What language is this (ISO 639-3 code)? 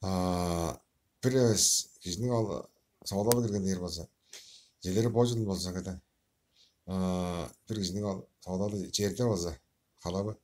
tyv